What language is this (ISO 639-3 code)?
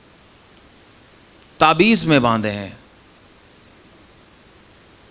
hin